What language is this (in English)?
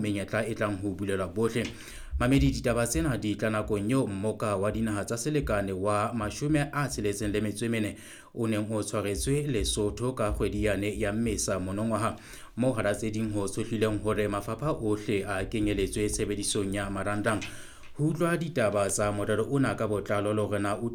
Southern Sotho